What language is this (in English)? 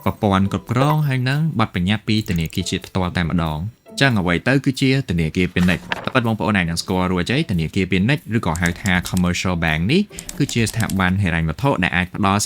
Khmer